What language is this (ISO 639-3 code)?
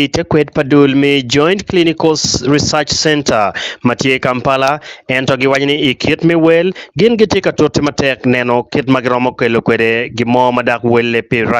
ach